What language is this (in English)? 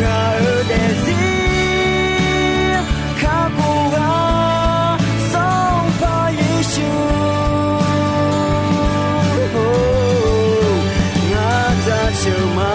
Akha